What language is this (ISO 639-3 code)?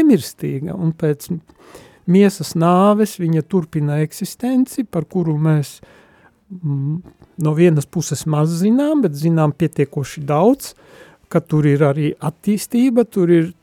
lav